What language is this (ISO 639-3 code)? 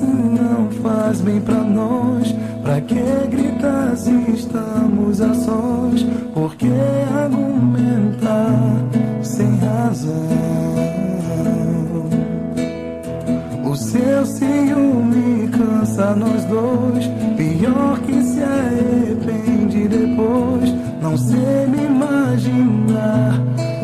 por